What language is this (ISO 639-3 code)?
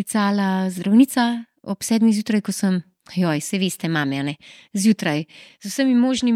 slv